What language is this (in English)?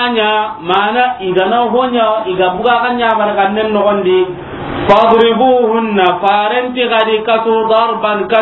Soninke